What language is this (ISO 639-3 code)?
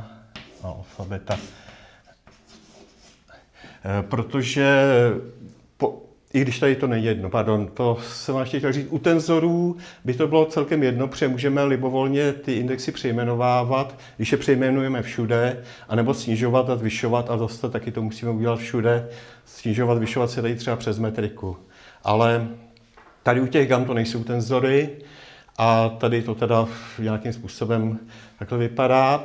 ces